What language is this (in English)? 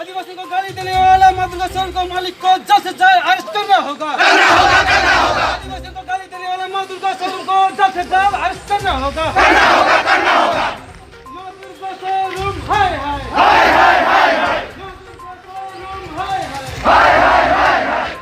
Sadri